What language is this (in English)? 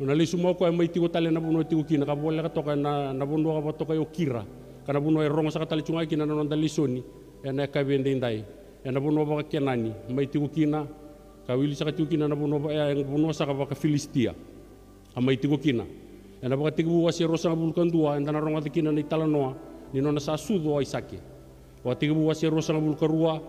Fijian